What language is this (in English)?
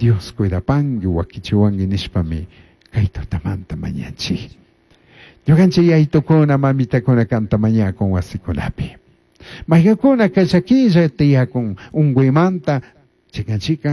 Chimborazo Highland Quichua